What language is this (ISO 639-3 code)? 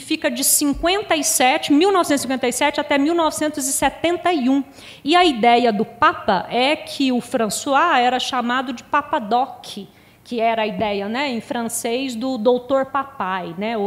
por